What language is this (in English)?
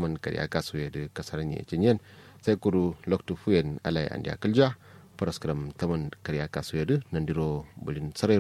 Kanuri